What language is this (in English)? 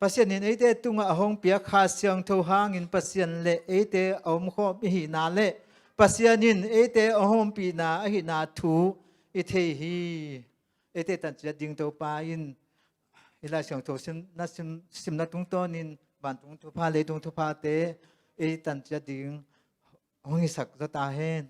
Tedim Chin